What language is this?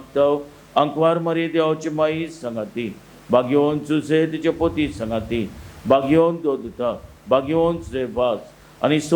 Konkani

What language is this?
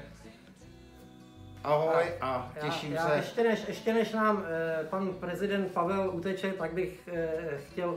Czech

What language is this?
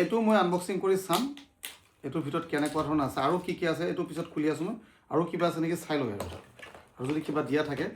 Assamese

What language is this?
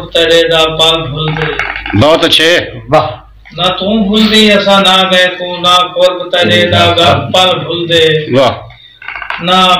Saraiki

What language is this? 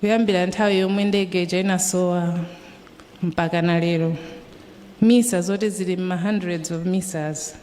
Nyanja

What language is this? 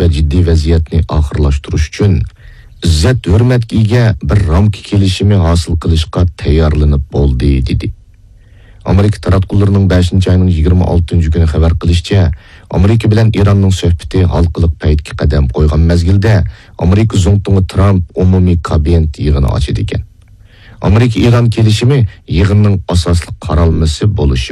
Uyghur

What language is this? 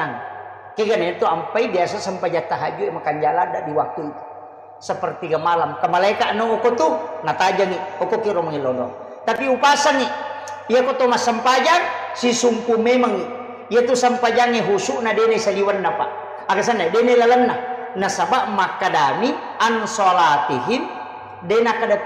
Buginese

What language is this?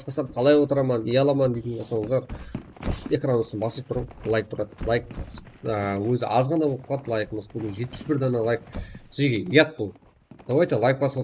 Kara-Kalpak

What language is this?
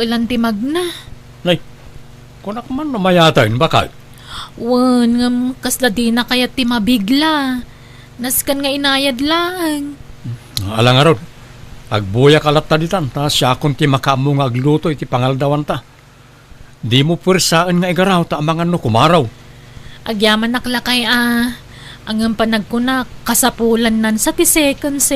Iloko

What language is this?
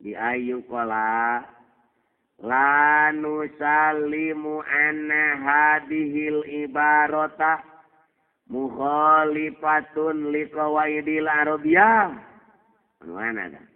Sundanese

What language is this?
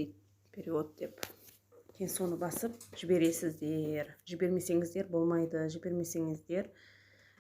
Kazakh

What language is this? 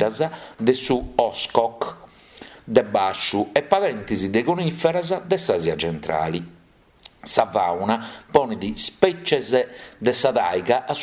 Sardinian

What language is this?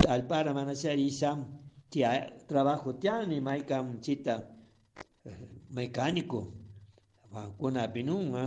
Chimborazo Highland Quichua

